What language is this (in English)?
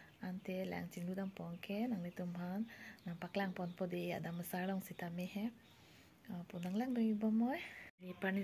Karbi